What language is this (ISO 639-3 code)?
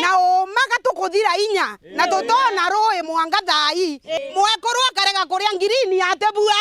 mer